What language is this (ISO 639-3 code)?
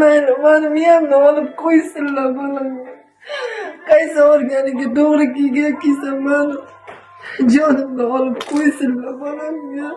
uzb